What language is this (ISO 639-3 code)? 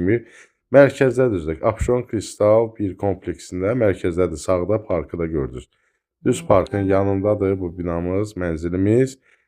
aze